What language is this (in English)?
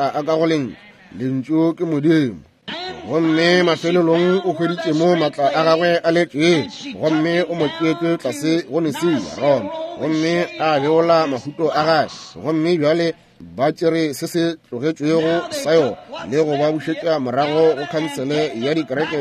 Northern Sotho